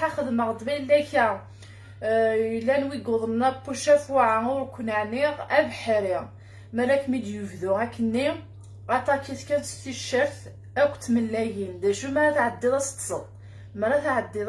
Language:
Kabyle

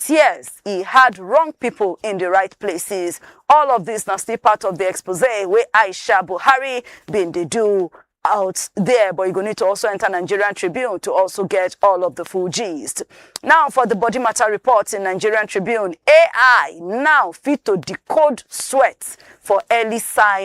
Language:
Nigerian Pidgin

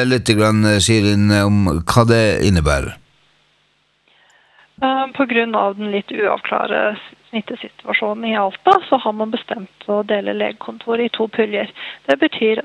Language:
Norwegian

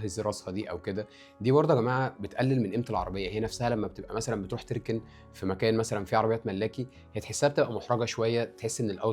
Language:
Egyptian Arabic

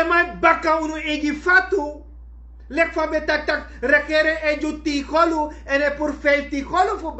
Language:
Sranan Tongo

